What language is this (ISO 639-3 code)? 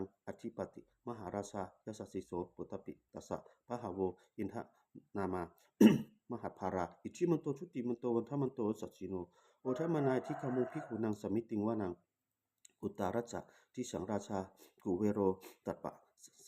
pli